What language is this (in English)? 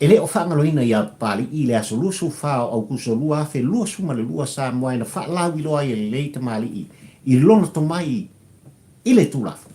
Samoan